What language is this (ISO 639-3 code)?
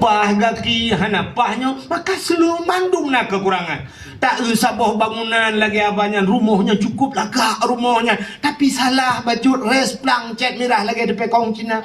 ace